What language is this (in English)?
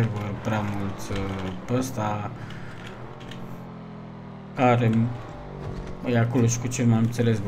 Romanian